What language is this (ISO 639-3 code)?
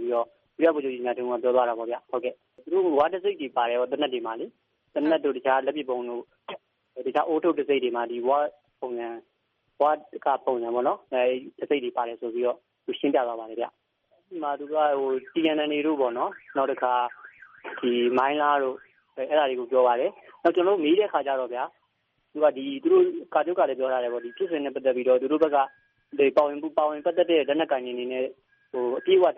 mya